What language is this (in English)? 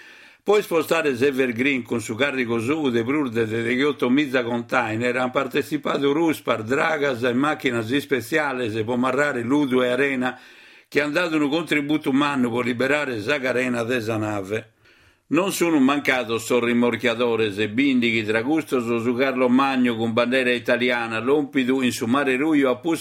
Sardinian